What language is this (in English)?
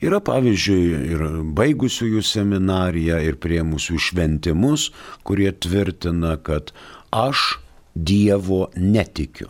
Lithuanian